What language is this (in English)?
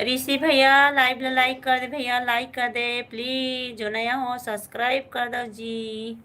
Chhattisgarhi